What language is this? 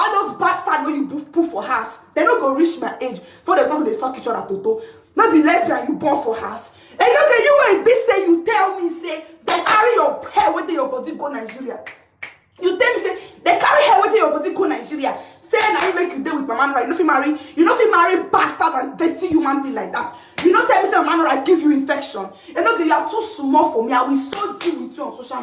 Nigerian Pidgin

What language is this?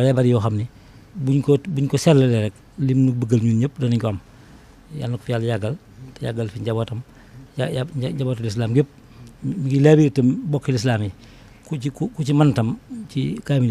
Wolof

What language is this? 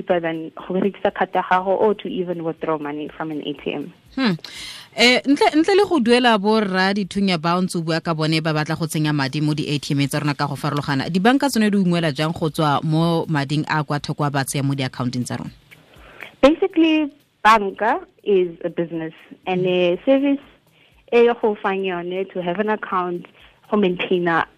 Tswana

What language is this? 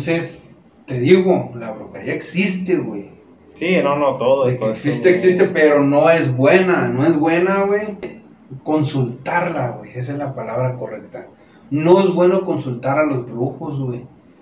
Spanish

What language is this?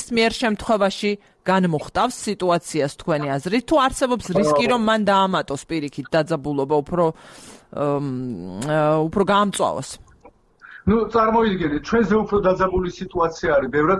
Georgian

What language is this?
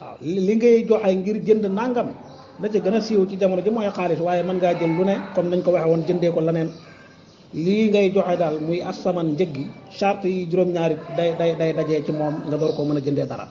Wolof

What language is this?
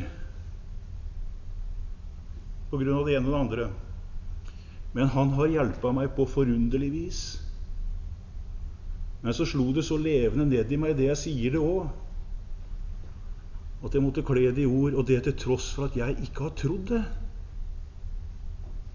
Norwegian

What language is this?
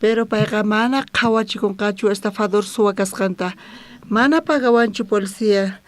South Bolivian Quechua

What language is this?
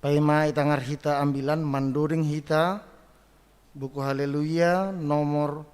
Batak Simalungun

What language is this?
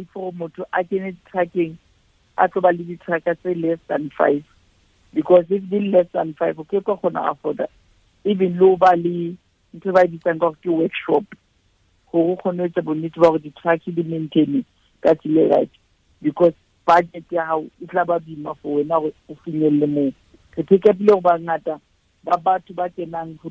Southern Sotho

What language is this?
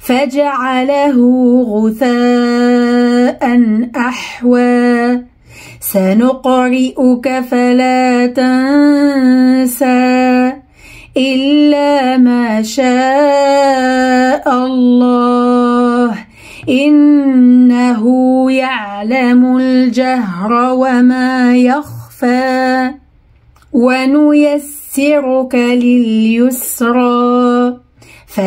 Arabic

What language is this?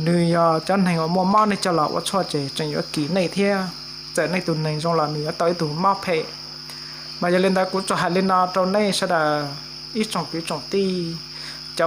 Hmong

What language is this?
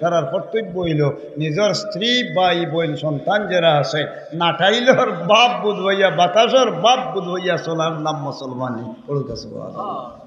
Sylheti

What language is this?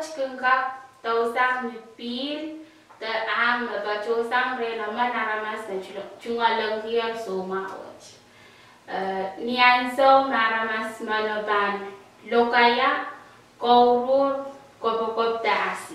Pohnpeian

